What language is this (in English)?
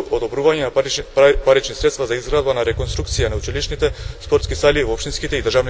Macedonian